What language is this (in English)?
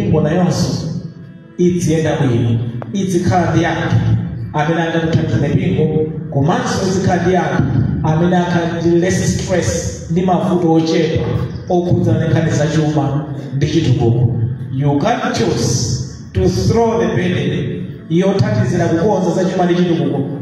Nyanja